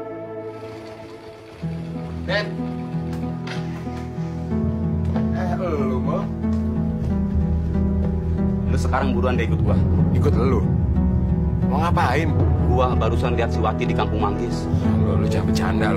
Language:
Indonesian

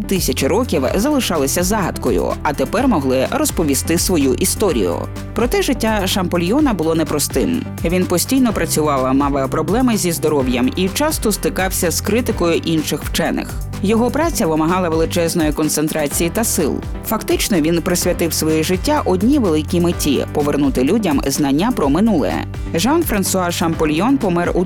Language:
Ukrainian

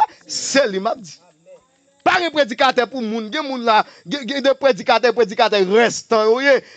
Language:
Haitian Creole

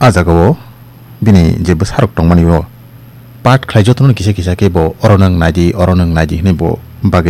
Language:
Kok Borok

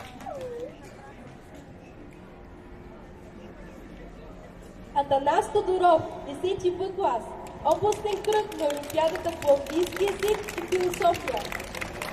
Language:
Bulgarian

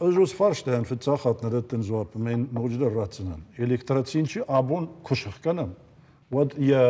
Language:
Ossetic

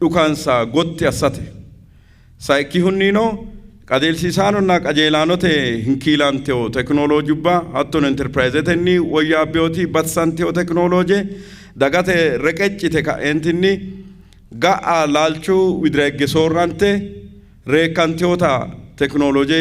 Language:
Sidamo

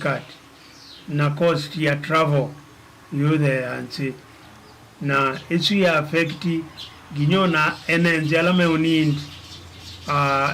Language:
Kamba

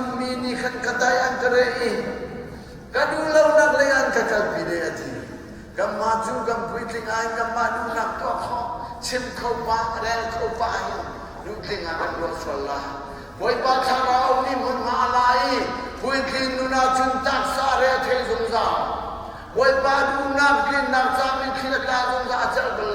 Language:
Hakha Chin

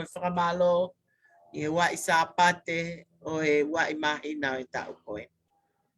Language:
Tongan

